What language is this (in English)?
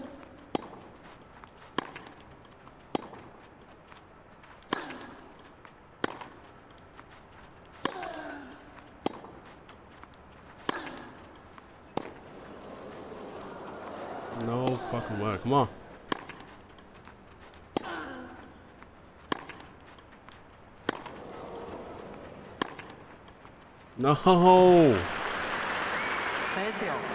English